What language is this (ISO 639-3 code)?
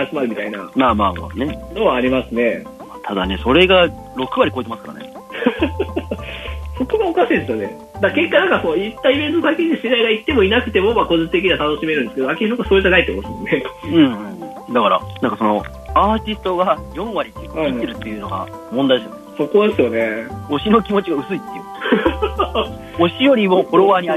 jpn